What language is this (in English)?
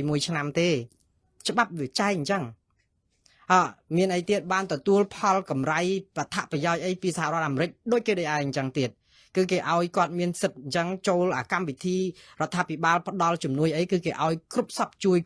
Khmer